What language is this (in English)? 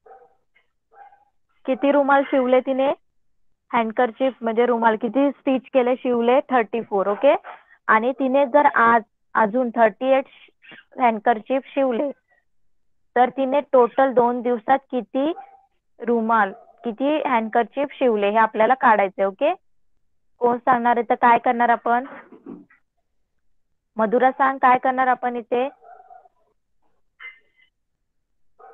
Marathi